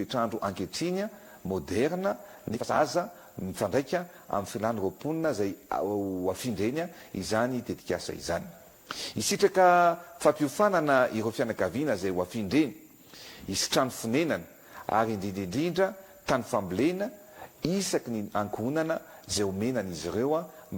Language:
Malagasy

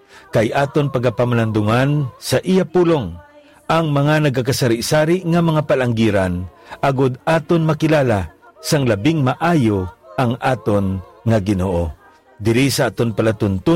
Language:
Hiligaynon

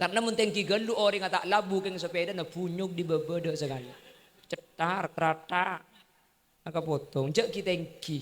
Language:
Madurese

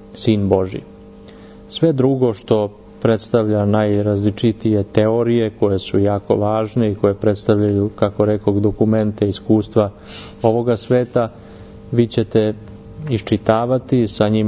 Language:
Serbian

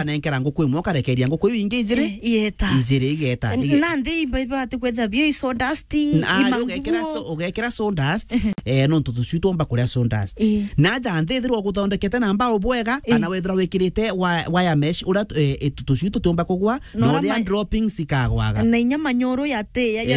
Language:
Meru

